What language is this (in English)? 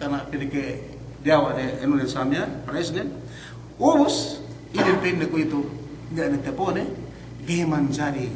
Yakan